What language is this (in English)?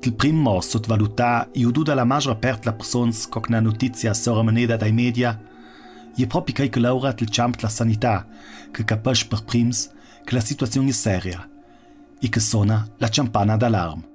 Ladin